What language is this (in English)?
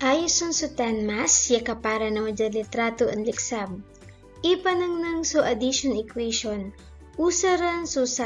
Pangasinan